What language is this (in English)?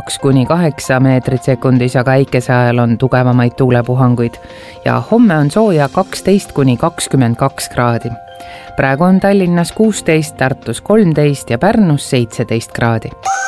Estonian